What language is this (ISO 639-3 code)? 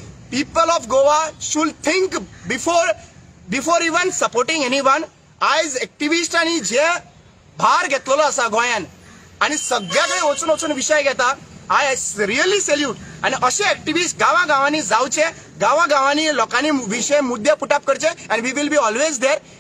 kok